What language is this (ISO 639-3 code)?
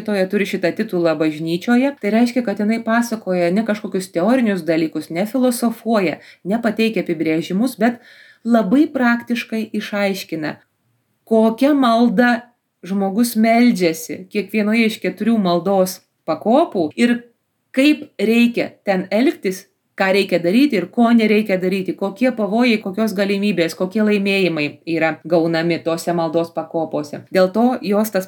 lit